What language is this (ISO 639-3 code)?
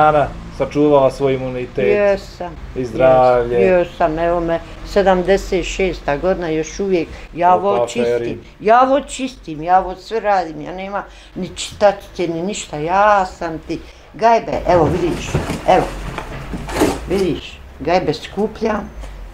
bos